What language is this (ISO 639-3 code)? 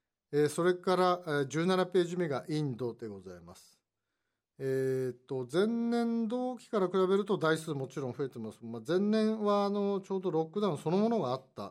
jpn